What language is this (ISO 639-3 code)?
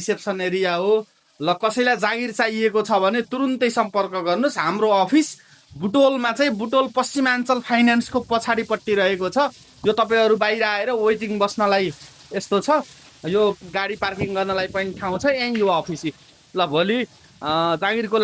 nep